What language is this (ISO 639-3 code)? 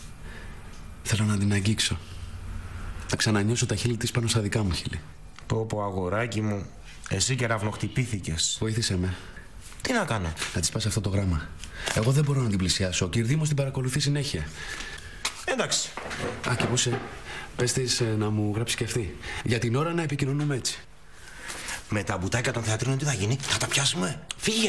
ell